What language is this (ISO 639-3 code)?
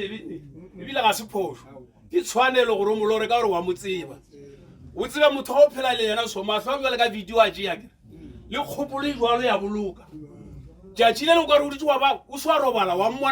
nso